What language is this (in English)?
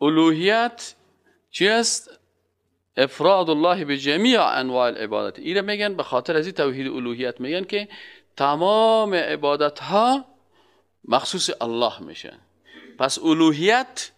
Persian